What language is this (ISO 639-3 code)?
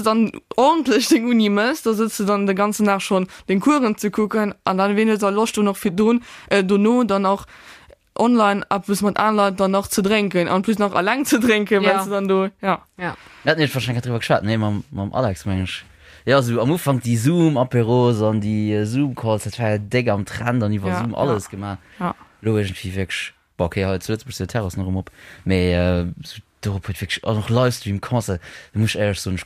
ltz